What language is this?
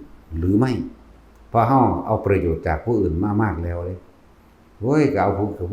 Northeastern Thai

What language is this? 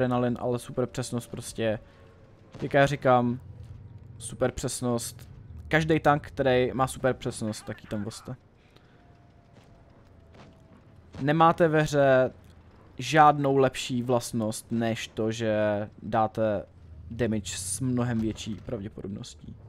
Czech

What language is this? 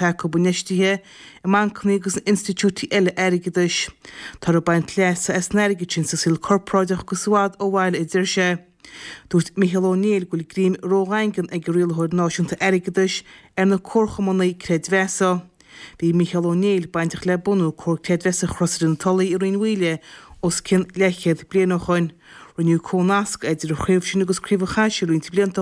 Irish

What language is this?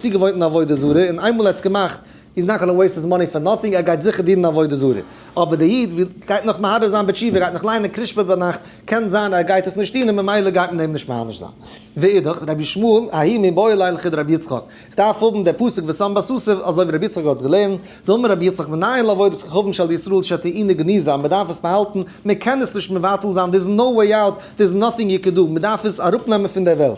Yiddish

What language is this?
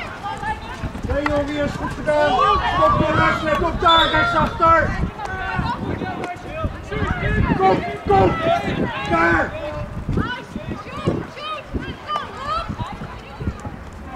Dutch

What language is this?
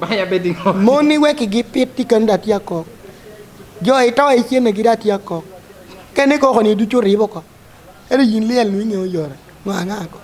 Lango (Uganda)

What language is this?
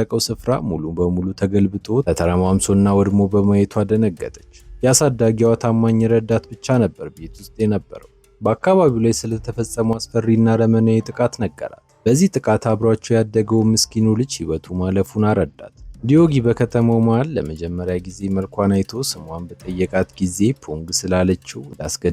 Amharic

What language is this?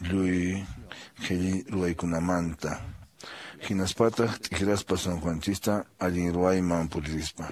Quechua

